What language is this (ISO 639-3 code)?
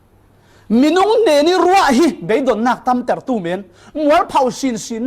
cfm